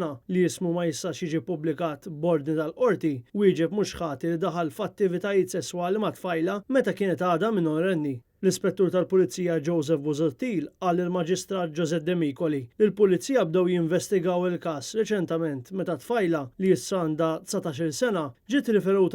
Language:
Maltese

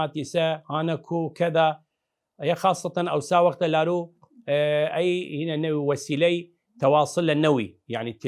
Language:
Southern Kurdish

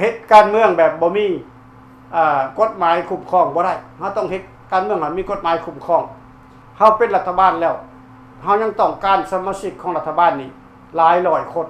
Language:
Lao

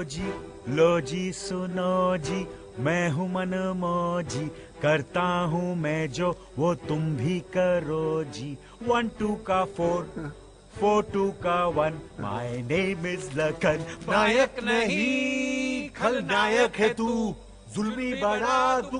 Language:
Hindi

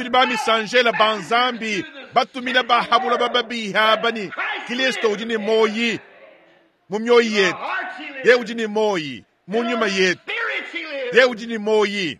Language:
Luba-Lulua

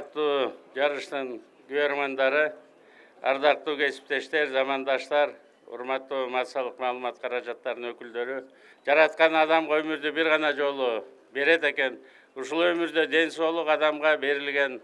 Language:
Kyrgyz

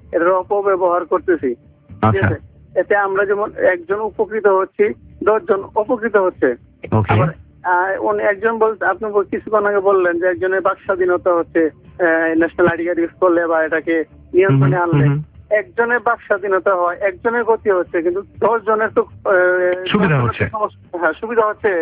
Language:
Bangla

